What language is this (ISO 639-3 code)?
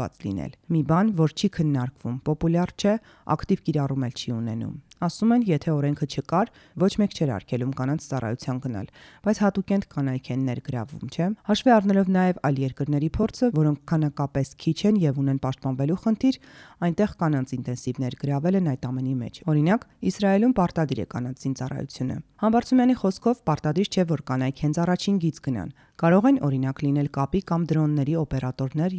hye